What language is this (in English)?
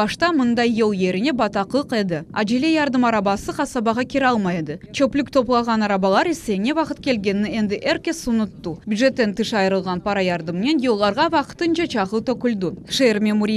Crimean Tatar